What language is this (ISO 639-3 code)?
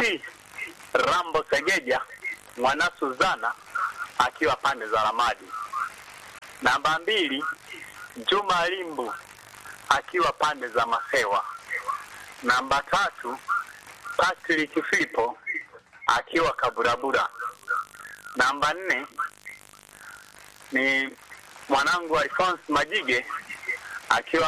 swa